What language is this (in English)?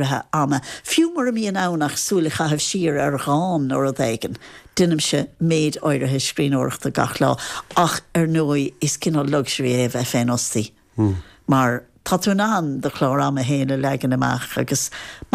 Irish